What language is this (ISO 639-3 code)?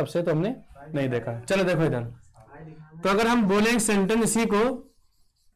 hin